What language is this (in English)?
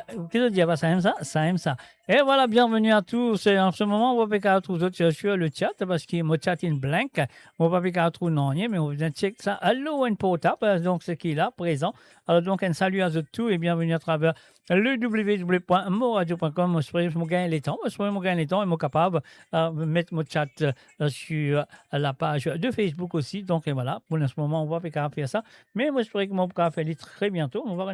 Morisyen